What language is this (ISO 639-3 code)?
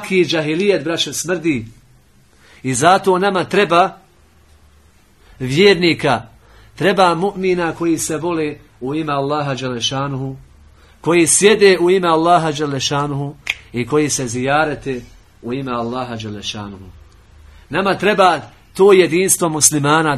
bos